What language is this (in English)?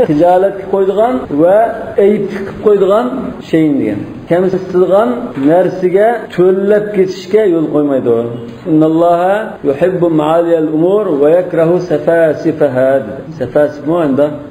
Uyghur